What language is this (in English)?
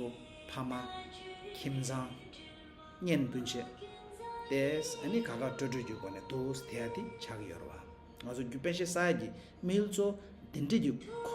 Tibetan